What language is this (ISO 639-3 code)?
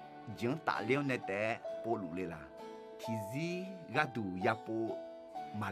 ahk